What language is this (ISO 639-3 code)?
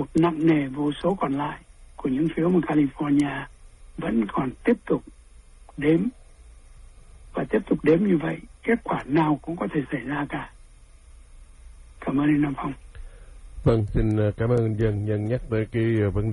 vie